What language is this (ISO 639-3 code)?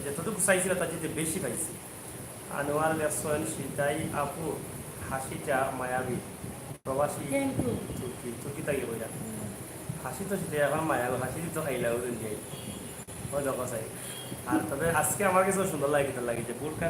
syl